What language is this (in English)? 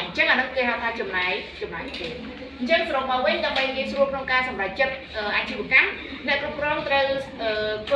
Khmer